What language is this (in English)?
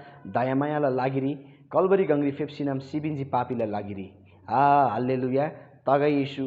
Eastern Tamang